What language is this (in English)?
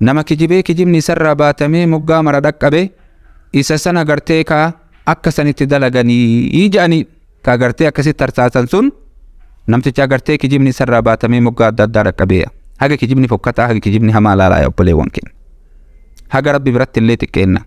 Oromo